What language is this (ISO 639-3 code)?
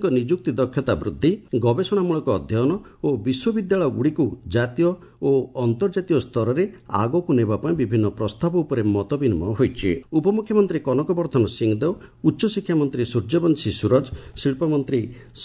ori